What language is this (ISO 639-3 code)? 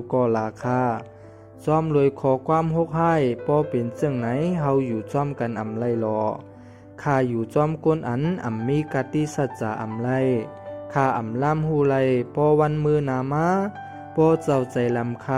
shn